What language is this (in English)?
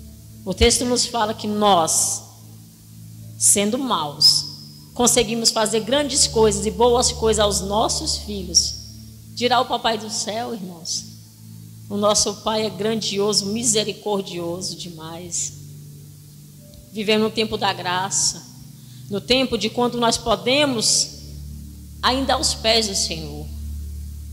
Portuguese